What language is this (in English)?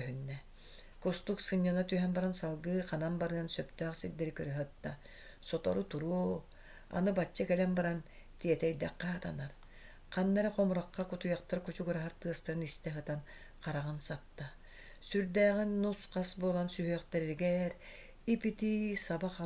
Yakut